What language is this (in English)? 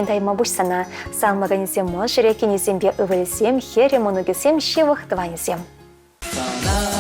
Chuvash